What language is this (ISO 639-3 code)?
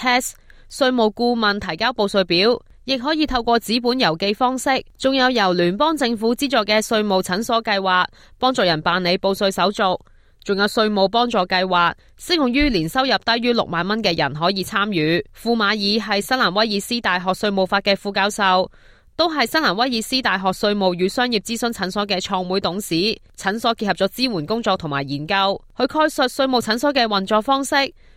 yue